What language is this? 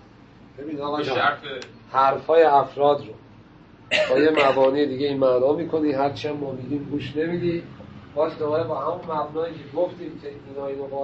Persian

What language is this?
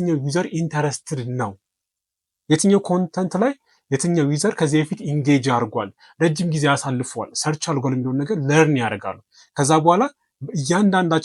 Amharic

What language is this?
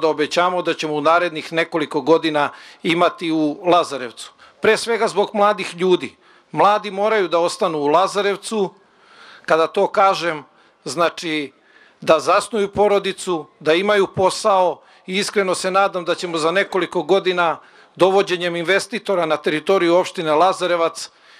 Serbian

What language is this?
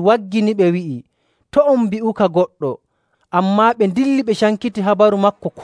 Nigerian Fulfulde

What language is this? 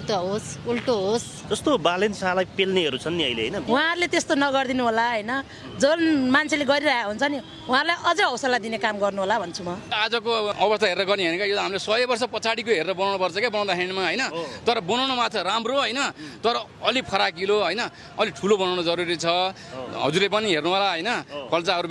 Nepali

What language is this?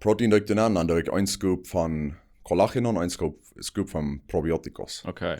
Plautdietsch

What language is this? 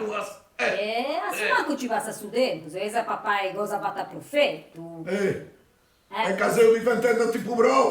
Sardinian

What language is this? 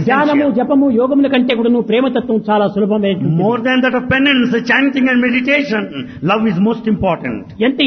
Telugu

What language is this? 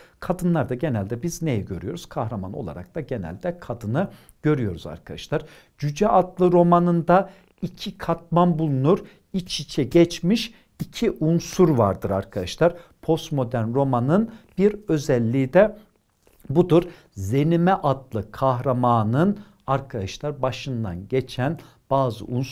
Turkish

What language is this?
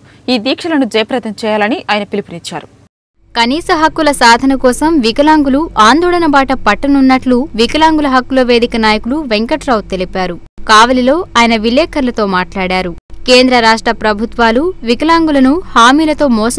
Telugu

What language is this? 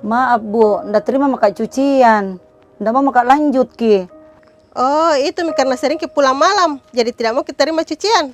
Makassar Malay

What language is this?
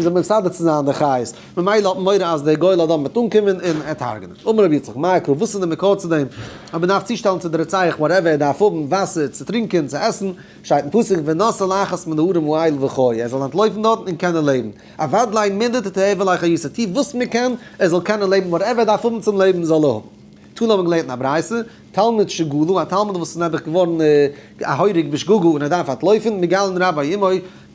Yiddish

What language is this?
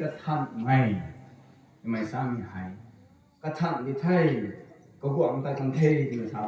Rongmei Naga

